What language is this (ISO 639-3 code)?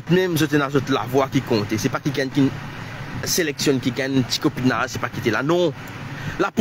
mfe